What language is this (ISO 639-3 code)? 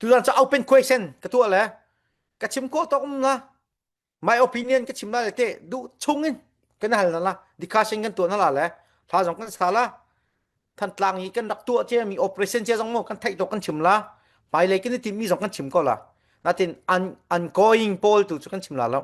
cfm